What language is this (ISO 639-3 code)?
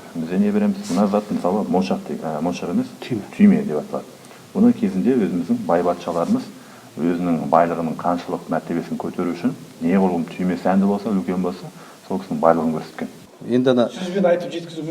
kaz